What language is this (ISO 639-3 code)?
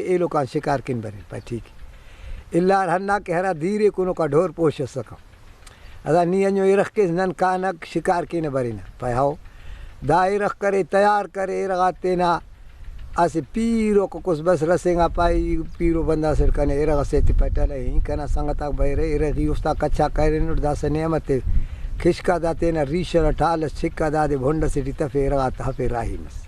brh